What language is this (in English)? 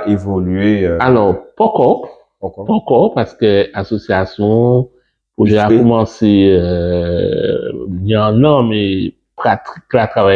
Guadeloupean Creole French